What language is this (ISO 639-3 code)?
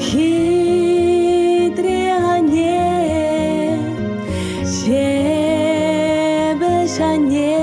chv